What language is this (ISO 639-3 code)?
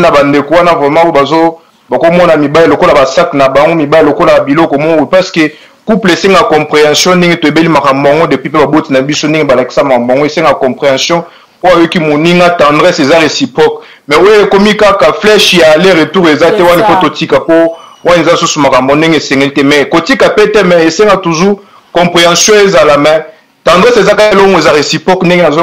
lin